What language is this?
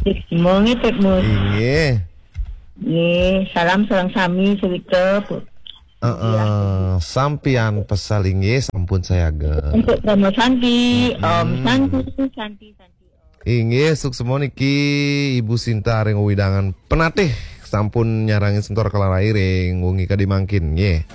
Balinese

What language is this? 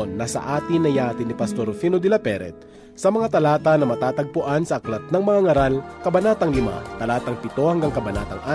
Filipino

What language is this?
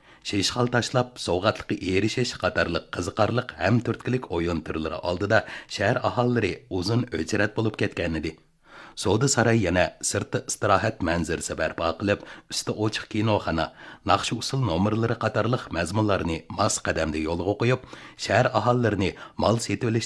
Uyghur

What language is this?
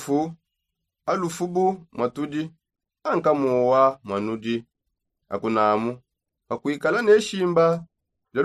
Songe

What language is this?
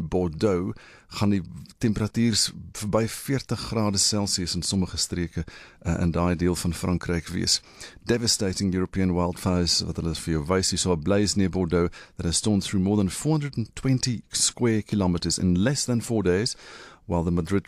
Afrikaans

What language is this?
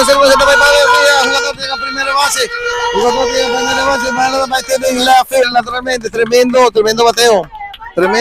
Papiamento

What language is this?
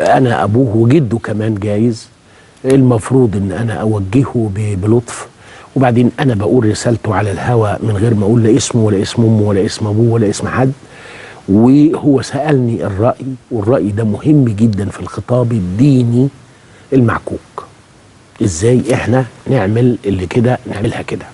Egyptian Arabic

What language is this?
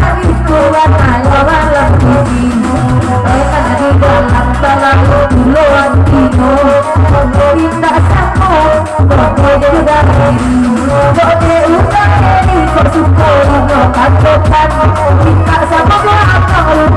Minangkabau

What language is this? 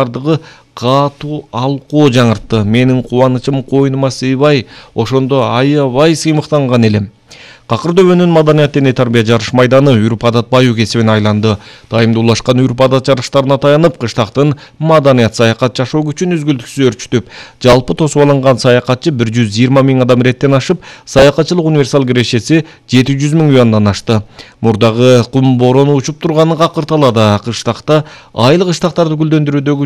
Kyrgyz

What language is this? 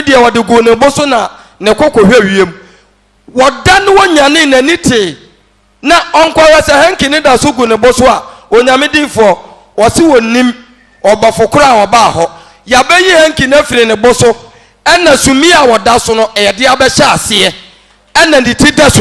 Akan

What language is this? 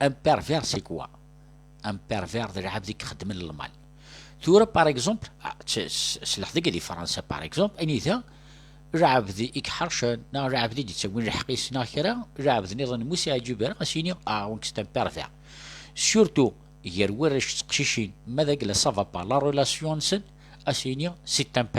Kabyle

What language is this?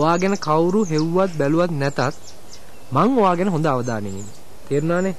Sinhala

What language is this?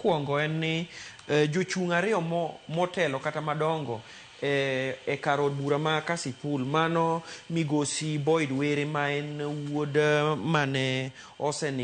Luo (Kenya and Tanzania)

